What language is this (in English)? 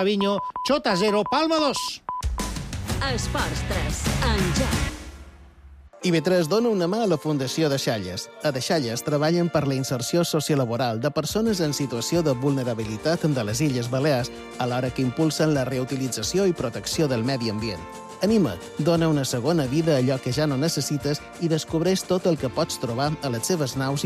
Catalan